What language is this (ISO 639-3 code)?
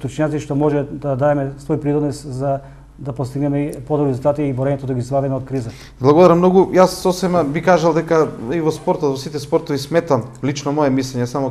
mkd